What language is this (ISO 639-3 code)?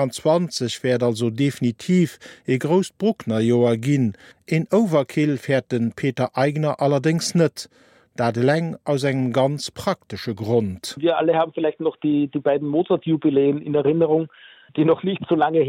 ltz